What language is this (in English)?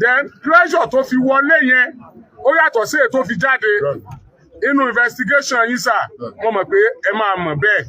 Yoruba